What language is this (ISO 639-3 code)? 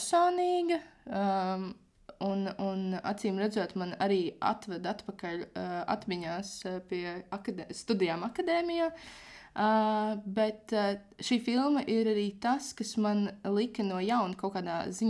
lav